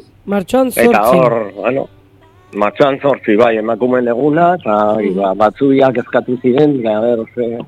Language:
Basque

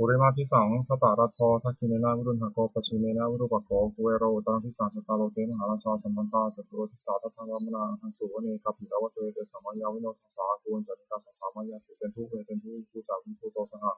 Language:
Pali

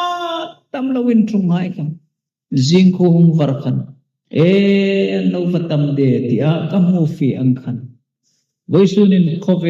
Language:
Hmar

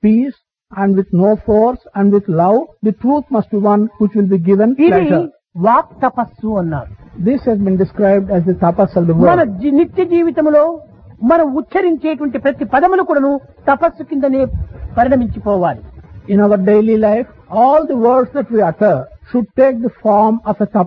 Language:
Telugu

